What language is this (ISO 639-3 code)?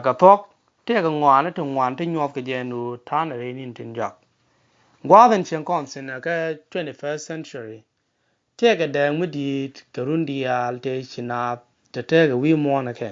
nus